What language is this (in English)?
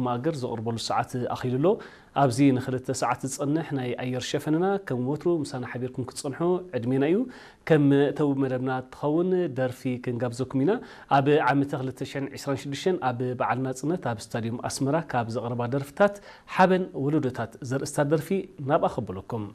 Tigrinya